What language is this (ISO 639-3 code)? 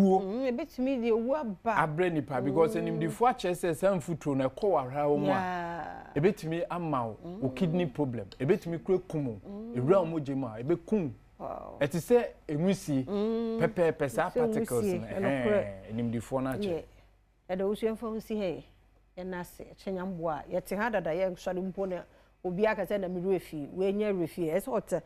aka